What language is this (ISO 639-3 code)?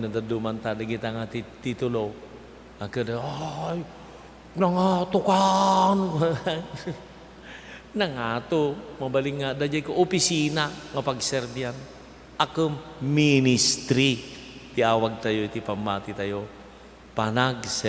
ilo